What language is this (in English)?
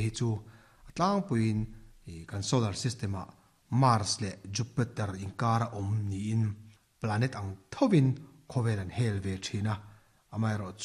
Mizo